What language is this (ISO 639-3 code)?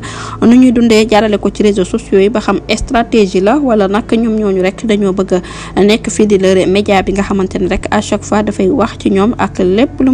wol